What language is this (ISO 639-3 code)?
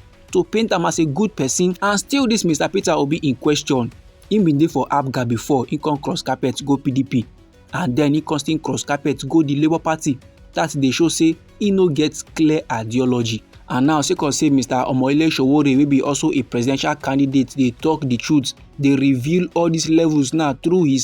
pcm